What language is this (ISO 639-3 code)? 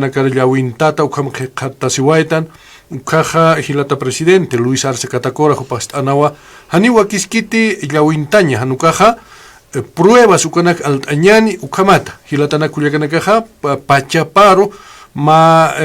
aym